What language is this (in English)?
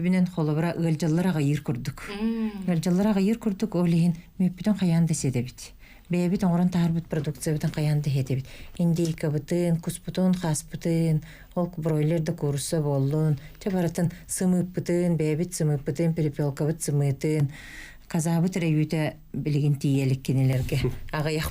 Yakut